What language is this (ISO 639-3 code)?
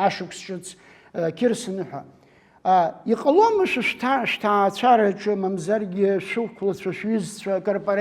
abk